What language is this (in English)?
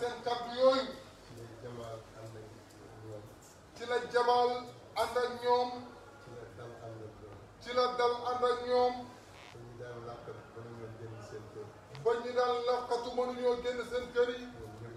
Wolof